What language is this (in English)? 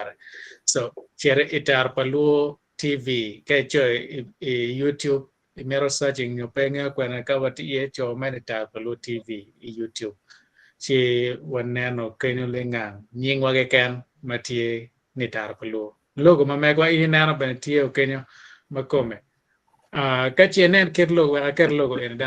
Acoli